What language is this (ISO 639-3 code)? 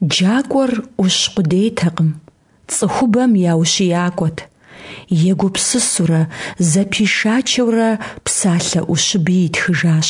kbd